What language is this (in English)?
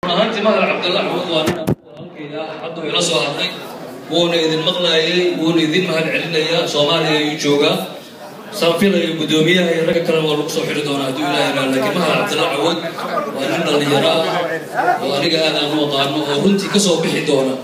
Somali